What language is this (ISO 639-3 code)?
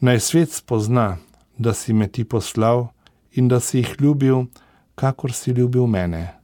slv